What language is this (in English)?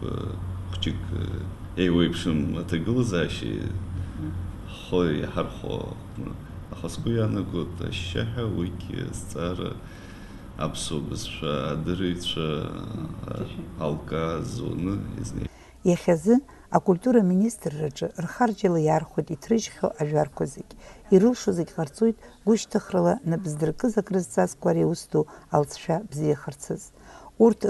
Abkhazian